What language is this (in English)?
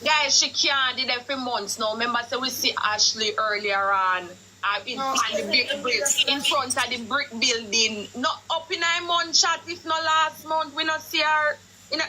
Jamaican Creole English